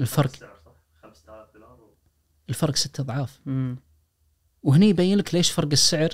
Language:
Najdi Arabic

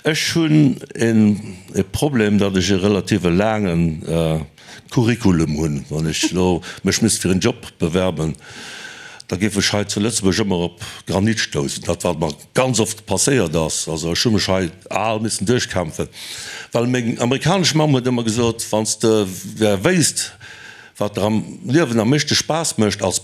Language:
Luxembourgish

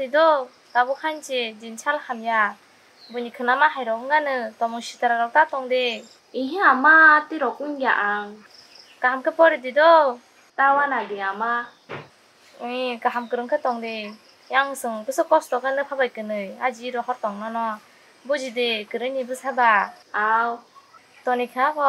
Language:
Kok Borok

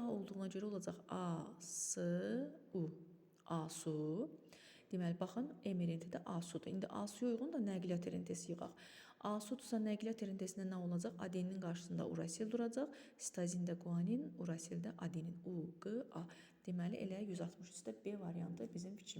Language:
Azerbaijani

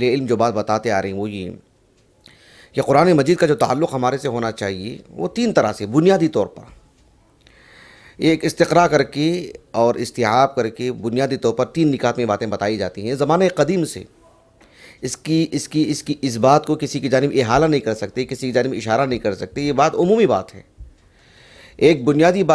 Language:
Urdu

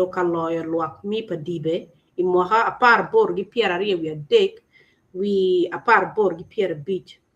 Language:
Acoli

